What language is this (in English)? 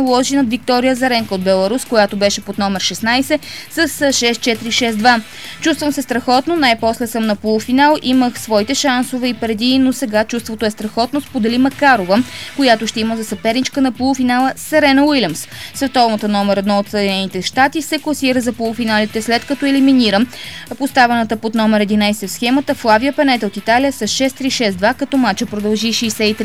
Bulgarian